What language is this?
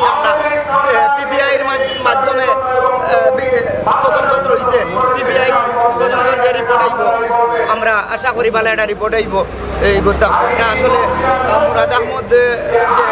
Sylheti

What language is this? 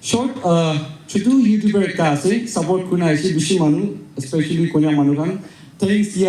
Naga Pidgin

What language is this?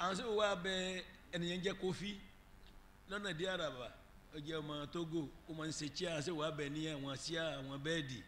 Yoruba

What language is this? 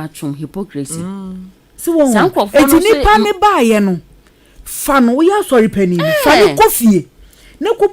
Akan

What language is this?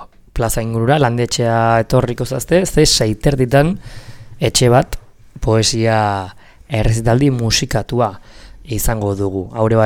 Basque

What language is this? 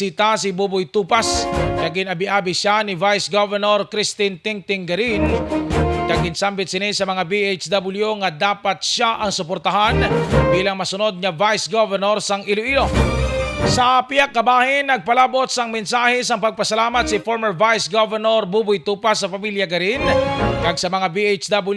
Hiligaynon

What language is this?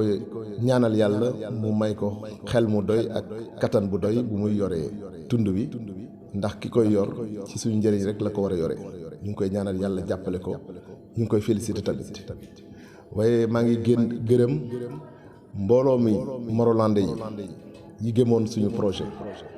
Wolof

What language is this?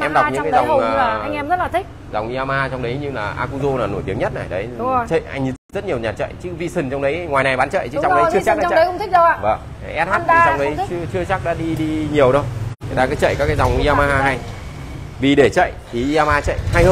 Vietnamese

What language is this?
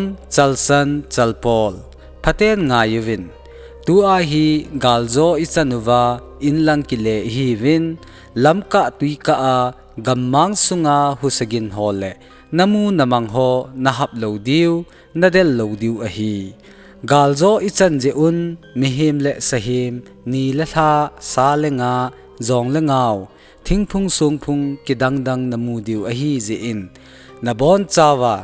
Thado Chin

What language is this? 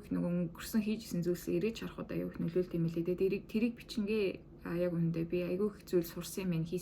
Mongolian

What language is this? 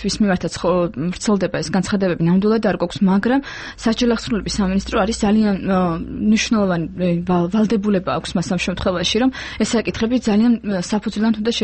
Georgian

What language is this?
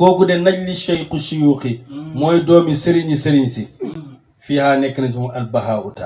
Wolof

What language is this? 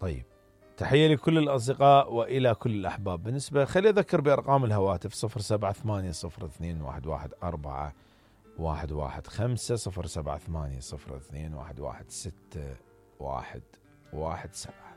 Mesopotamian Arabic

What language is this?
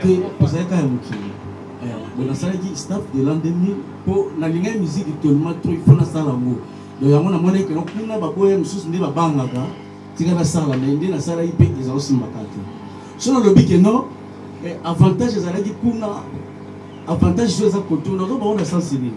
Lingala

